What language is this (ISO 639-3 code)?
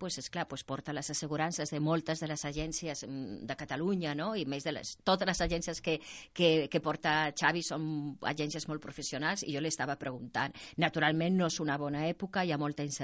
cat